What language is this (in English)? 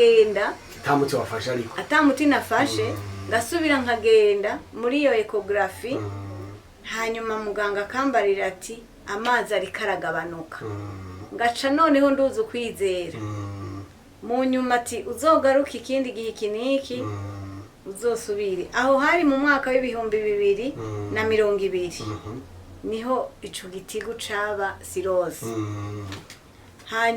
Rundi